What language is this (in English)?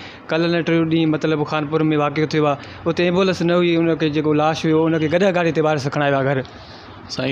Sindhi